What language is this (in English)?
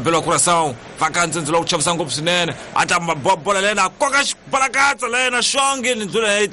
Tsonga